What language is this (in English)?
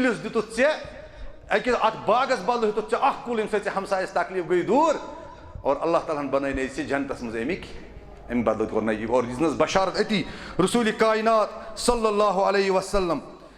Kashmiri